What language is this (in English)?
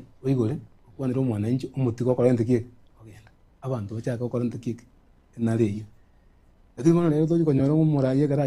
Gusii